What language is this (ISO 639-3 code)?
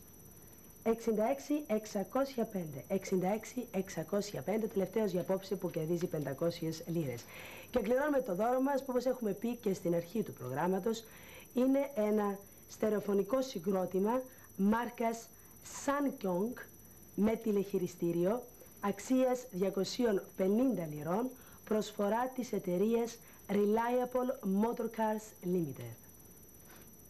ell